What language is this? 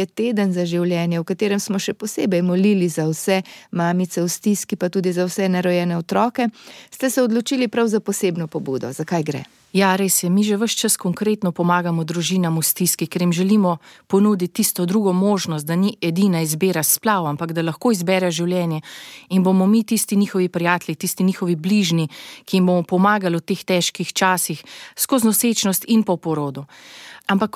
Slovenian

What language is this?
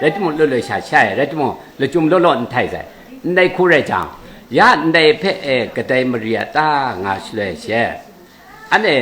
Kachin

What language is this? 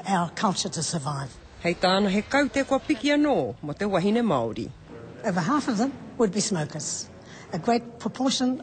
Māori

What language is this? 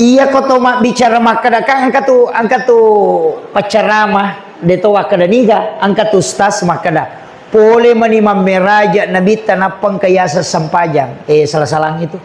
Buginese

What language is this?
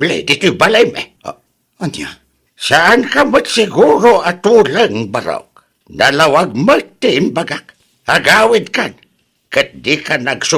Iloko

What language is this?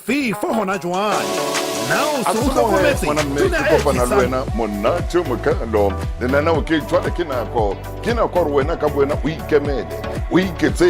Southern Sotho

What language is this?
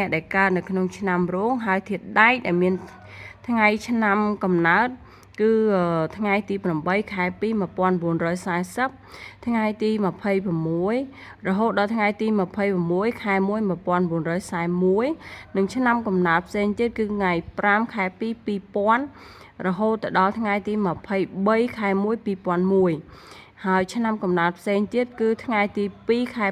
Khmer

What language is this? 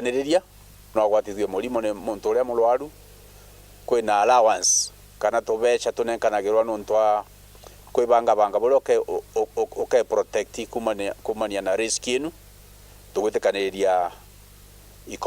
Meru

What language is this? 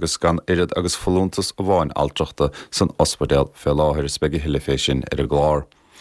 Irish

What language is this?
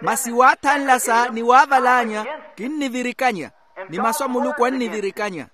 Makhuwa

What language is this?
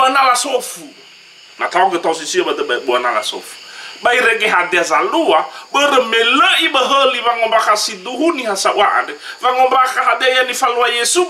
Nias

